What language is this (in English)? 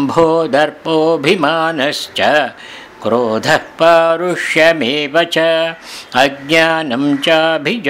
Sanskrit